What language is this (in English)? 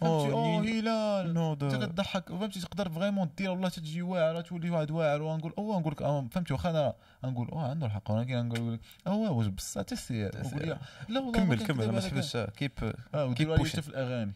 Moroccan Arabic